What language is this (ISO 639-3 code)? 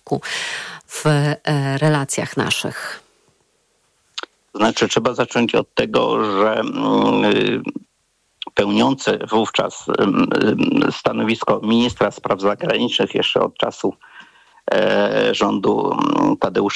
pol